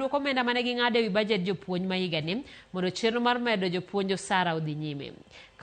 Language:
Luo (Kenya and Tanzania)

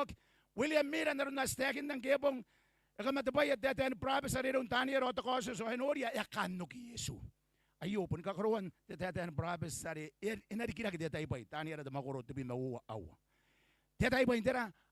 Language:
Gilbertese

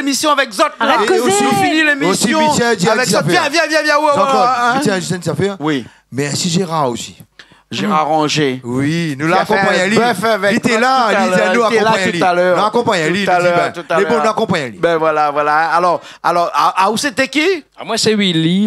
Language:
Réunion Creole French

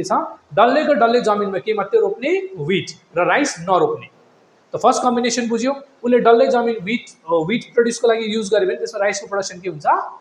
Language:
Nepali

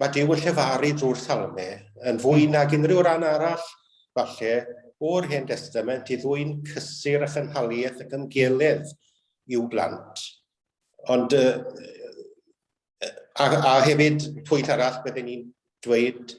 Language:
Welsh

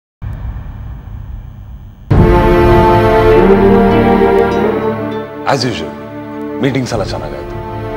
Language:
Kannada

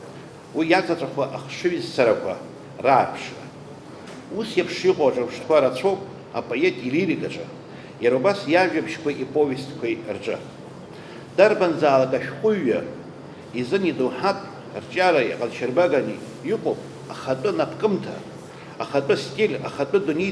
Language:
Abkhazian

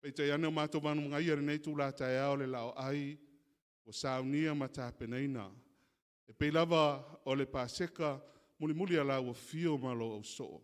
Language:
Samoan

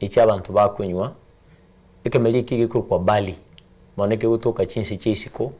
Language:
Gusii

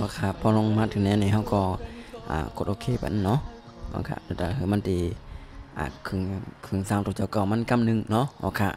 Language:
Shan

